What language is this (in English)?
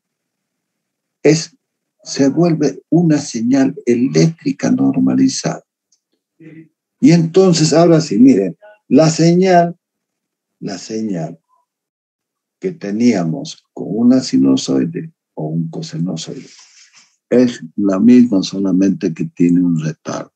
Spanish